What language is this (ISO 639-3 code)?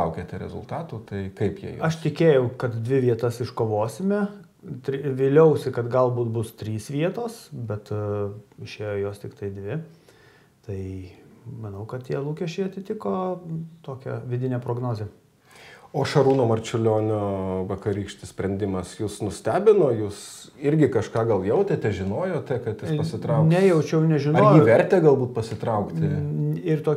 lit